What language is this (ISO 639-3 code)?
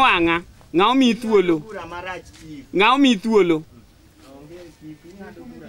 luo